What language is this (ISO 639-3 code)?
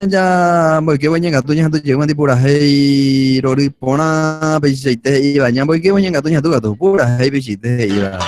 grn